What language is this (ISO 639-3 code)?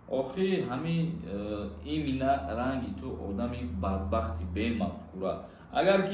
tgk